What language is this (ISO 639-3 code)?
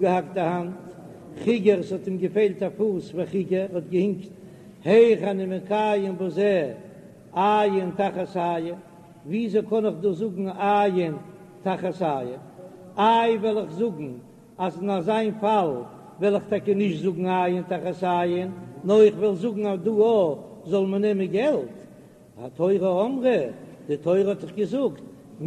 yid